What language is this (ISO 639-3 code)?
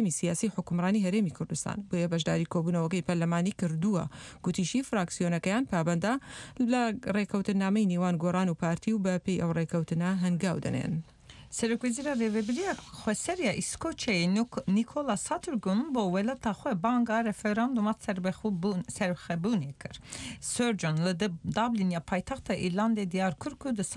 ckb